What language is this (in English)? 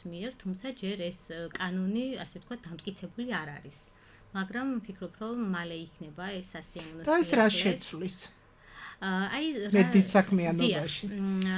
Georgian